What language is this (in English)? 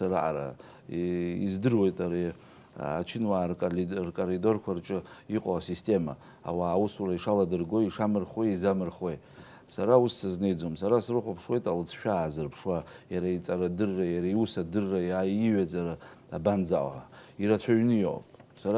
Abkhazian